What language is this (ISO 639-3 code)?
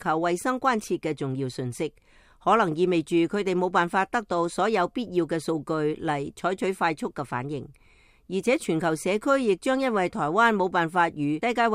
yue